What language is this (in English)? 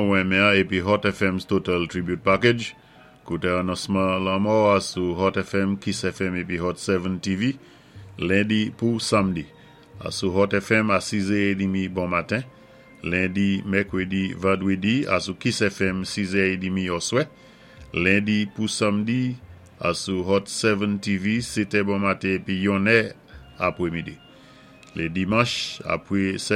Saint Lucian Creole French